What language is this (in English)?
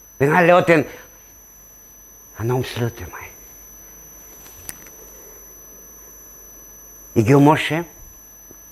Swedish